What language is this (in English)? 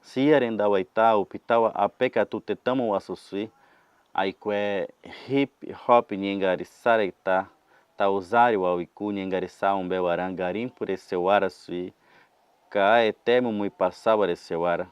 Nheengatu